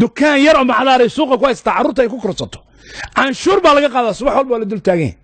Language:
Somali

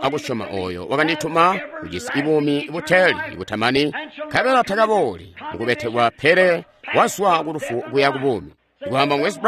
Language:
Tonga (Zambia)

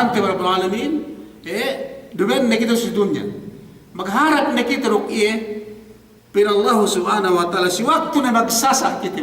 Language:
Yakan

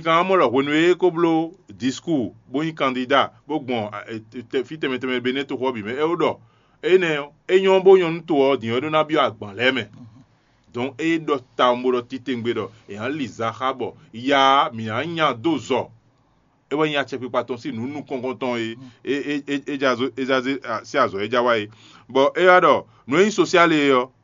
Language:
Fon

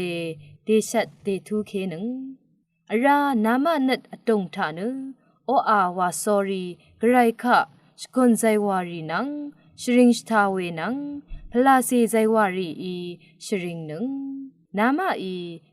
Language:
Rawang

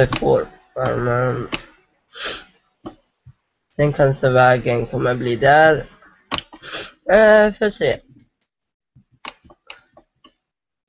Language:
Swedish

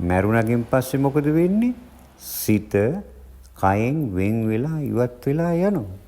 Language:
Sinhala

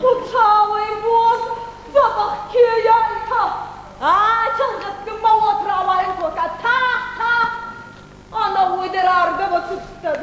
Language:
Ossetic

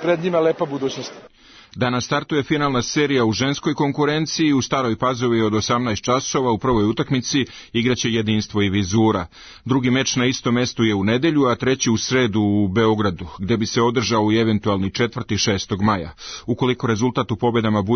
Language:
Serbian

